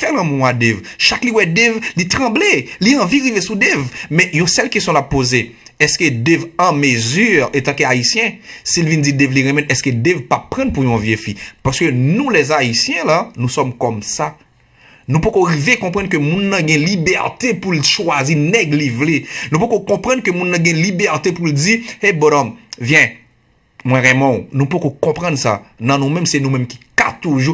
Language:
Haitian Creole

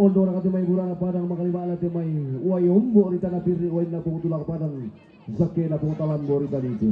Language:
Toraja-Sa'dan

